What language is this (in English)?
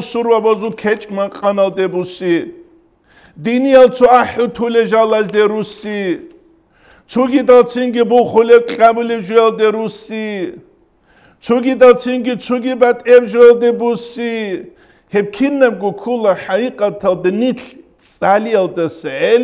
Avaric